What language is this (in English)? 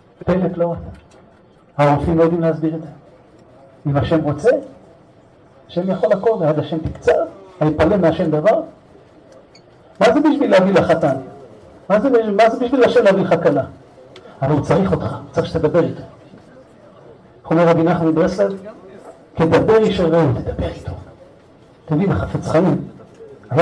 Hebrew